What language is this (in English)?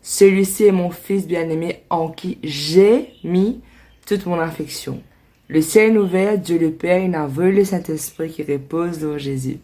Morisyen